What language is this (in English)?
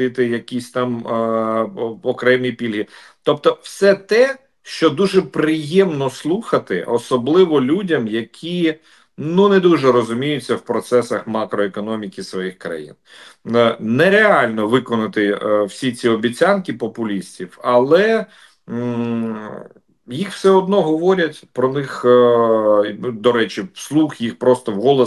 Ukrainian